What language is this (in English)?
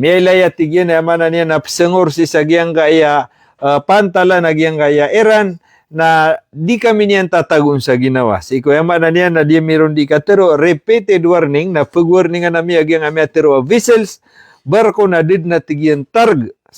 Maranao